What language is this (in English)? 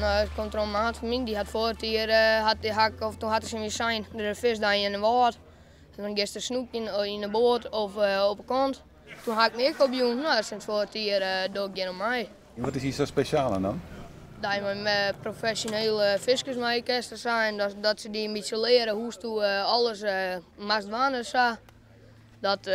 Western Frisian